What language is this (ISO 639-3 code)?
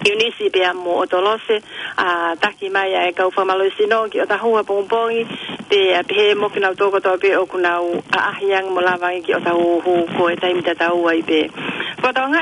ton